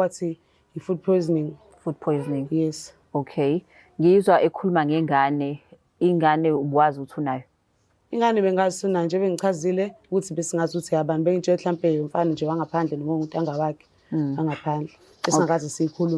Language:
Zulu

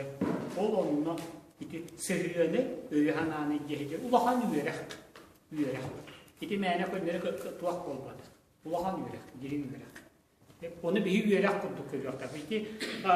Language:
Yakut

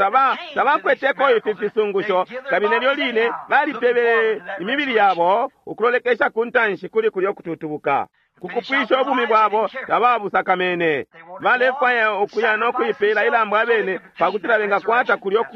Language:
Bemba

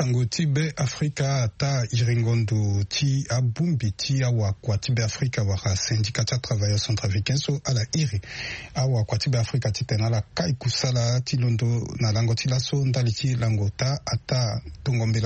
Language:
Sango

